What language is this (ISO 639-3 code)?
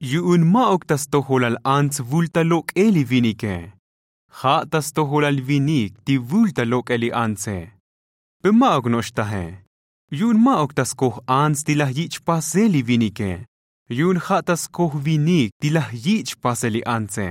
tzo